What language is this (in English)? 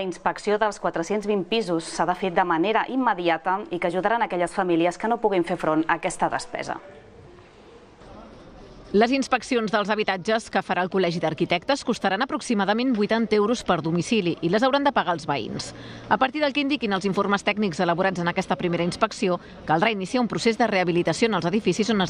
Catalan